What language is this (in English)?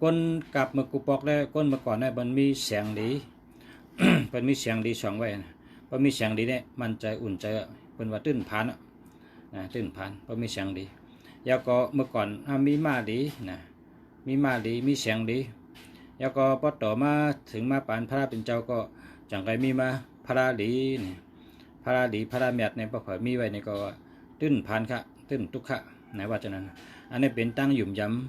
Shan